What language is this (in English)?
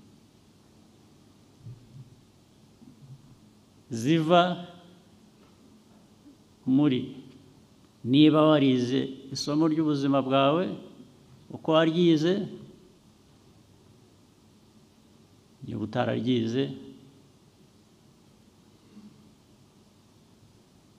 Kinyarwanda